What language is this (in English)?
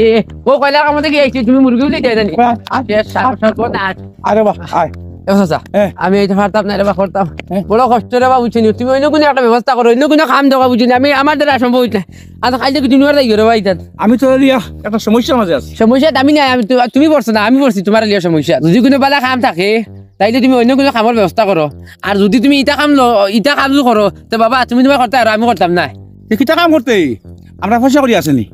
Sylheti